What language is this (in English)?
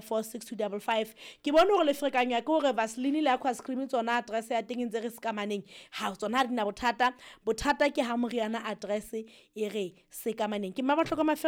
Southern Sotho